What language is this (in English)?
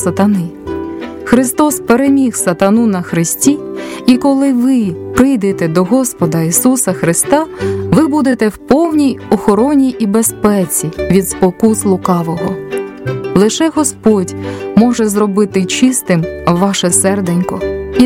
Ukrainian